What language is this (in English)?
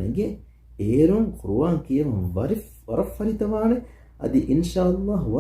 Divehi